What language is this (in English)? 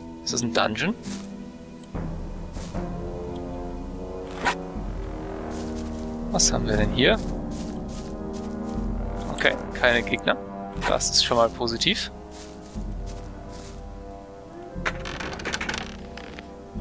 German